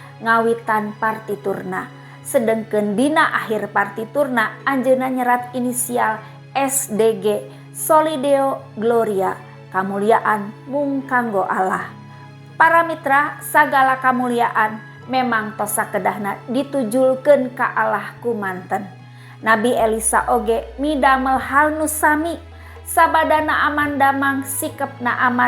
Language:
Sundanese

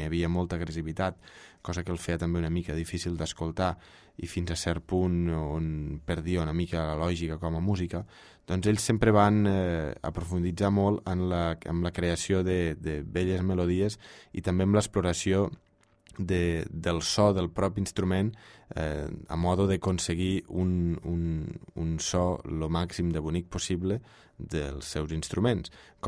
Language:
Catalan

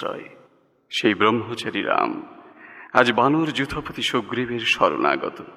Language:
Bangla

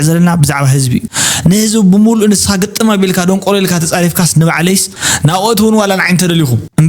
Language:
Tigrinya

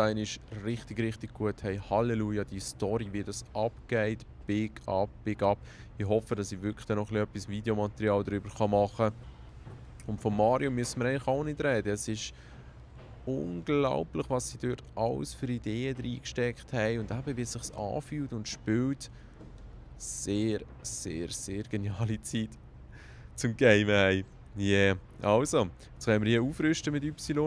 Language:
Swiss German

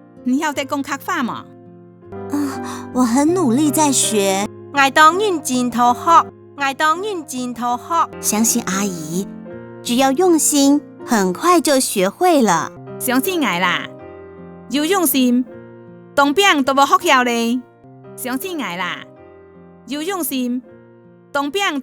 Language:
Hakka Chinese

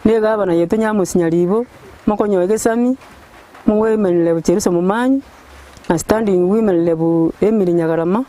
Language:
Gusii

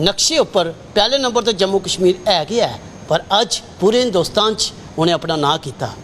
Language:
Dogri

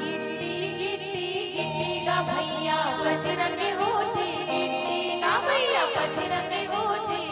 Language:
Chhattisgarhi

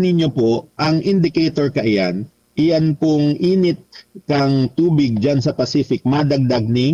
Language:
Bikol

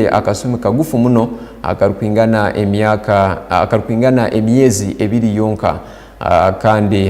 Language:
Tooro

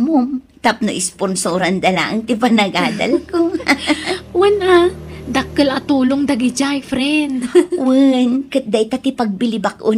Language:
Iloko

